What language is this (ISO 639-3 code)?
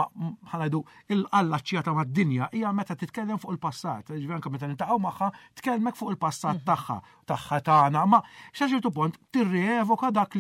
mlt